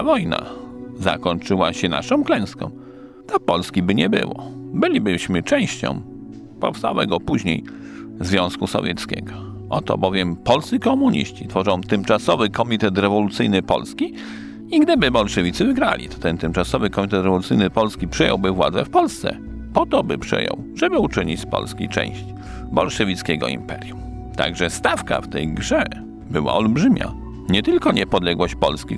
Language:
Polish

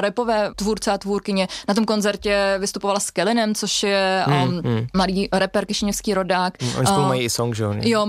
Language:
Czech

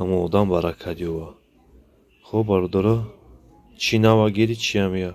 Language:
Tajik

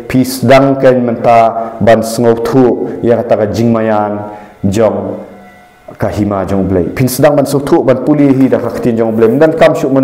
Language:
Khasi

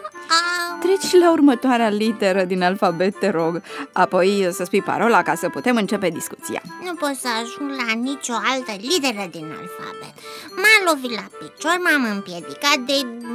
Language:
Romanian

